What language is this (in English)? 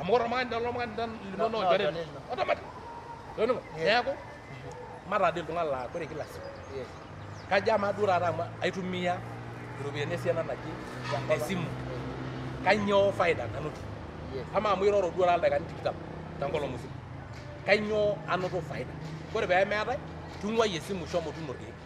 Masai